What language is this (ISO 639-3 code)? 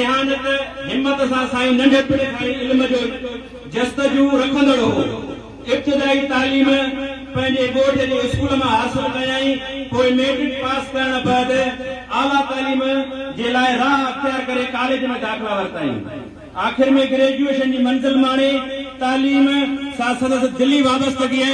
snd